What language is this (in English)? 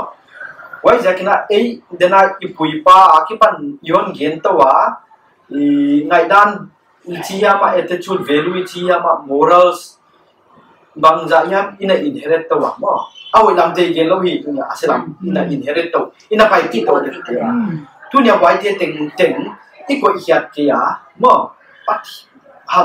Paite Chin